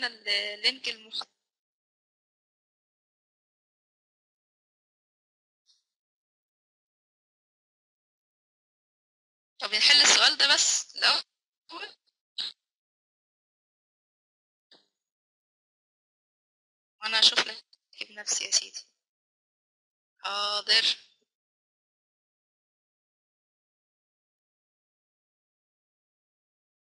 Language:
Egyptian Arabic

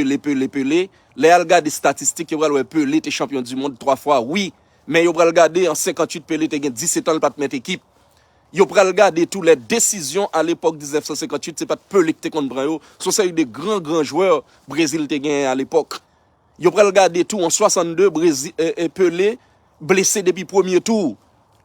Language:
Haitian Creole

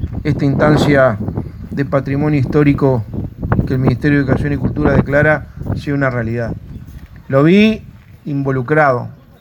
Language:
Spanish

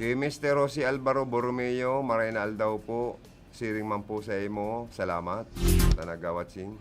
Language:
Bikol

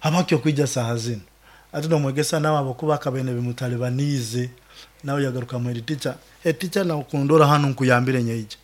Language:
Nyoro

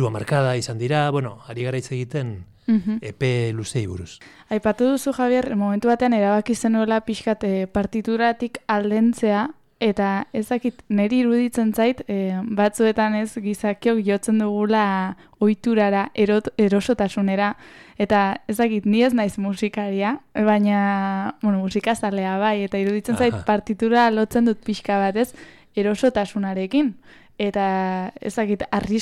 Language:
Basque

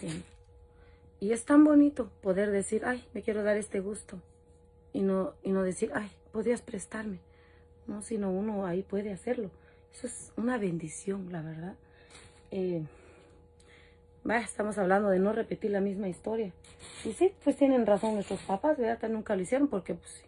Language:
Spanish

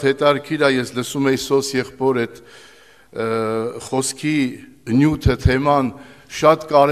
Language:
Armenian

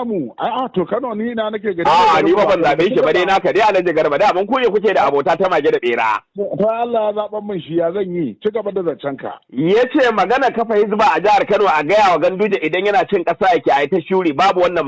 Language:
Hausa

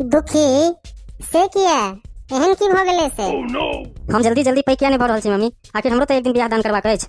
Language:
Maithili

